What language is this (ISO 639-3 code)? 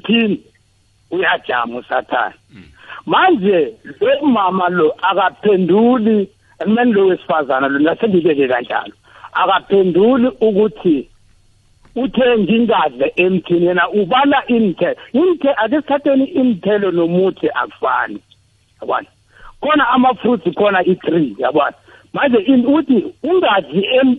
nbl